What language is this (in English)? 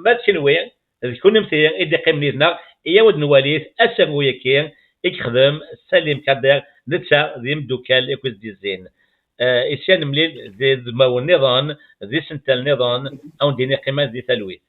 Kabyle